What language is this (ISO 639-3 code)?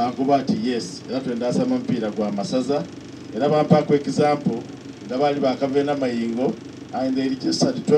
xog